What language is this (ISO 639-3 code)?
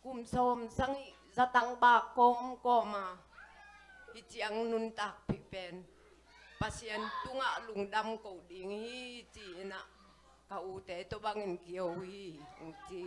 ctd